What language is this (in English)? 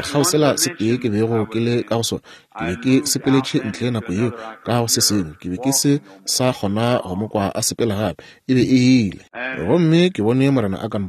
Northern Sotho